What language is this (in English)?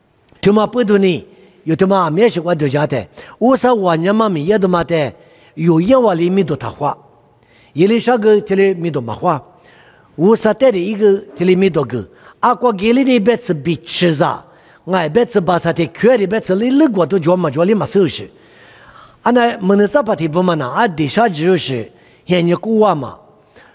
Lisu